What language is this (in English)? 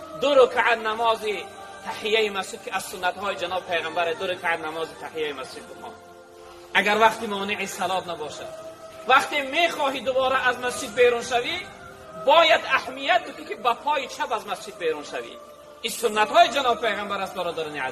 Tajik